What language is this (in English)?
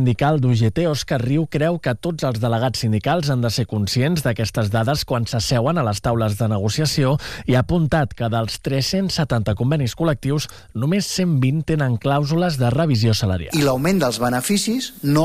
Catalan